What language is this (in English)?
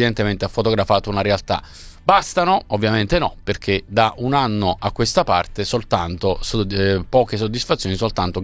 Italian